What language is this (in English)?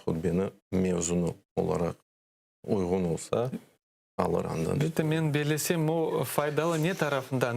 Crimean Tatar